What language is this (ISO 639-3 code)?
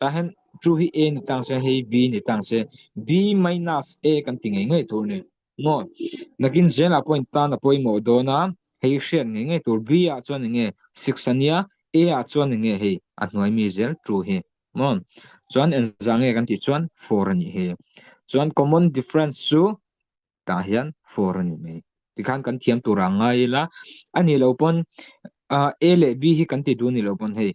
lus